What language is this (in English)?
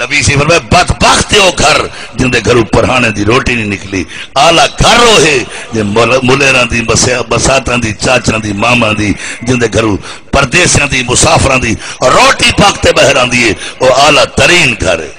Saraiki